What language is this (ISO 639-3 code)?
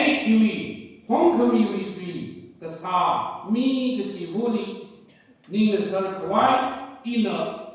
nmf